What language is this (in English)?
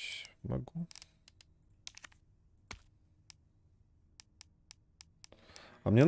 Russian